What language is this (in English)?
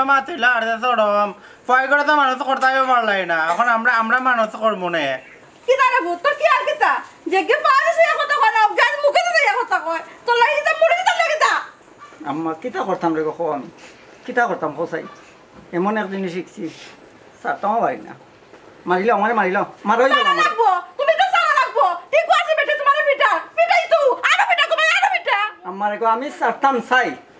Sylheti